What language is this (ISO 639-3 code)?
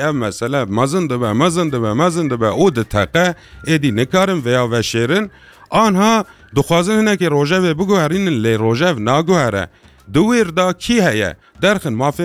kur